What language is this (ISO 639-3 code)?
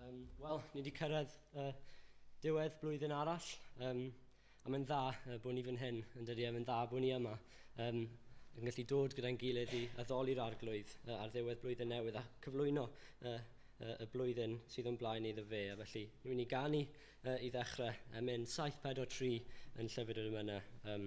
cym